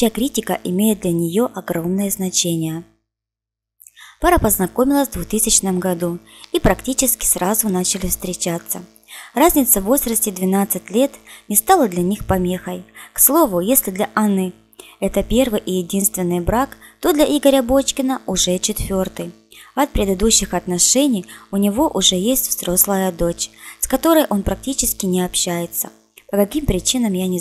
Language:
Russian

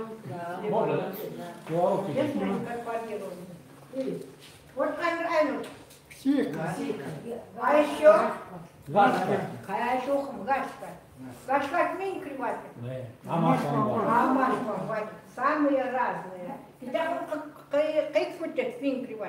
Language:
Chukot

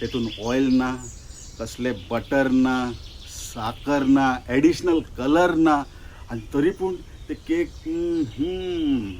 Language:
Konkani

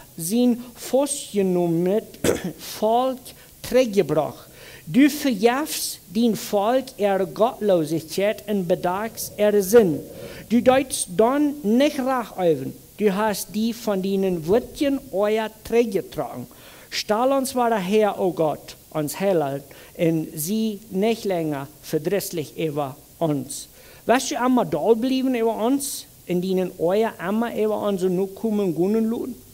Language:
Plautdietsch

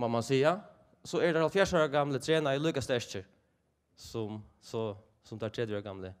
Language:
Faroese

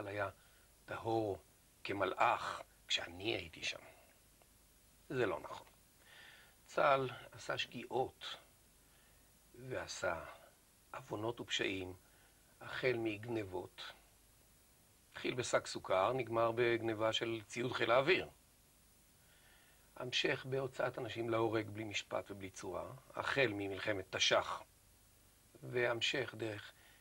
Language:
Hebrew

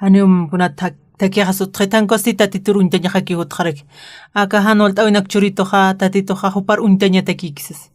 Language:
Aymara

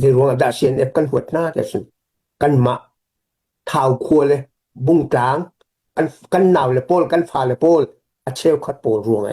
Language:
Hakha Chin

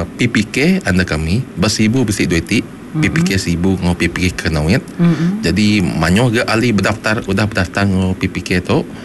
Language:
Iban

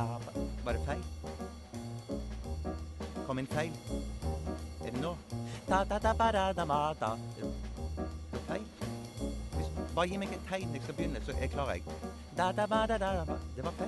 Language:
Norwegian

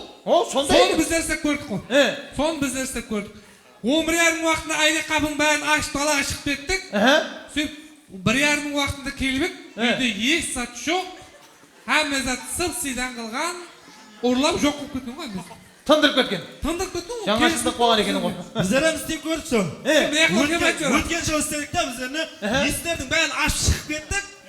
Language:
Kara-Kalpak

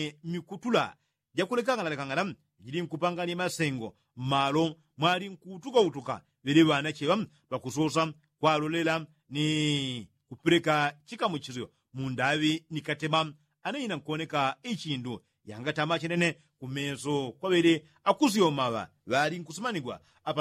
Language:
Yao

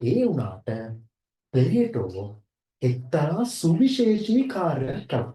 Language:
Sinhala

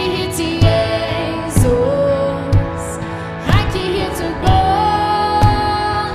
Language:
Plautdietsch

